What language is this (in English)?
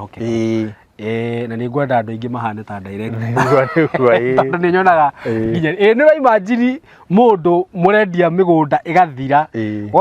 Kikuyu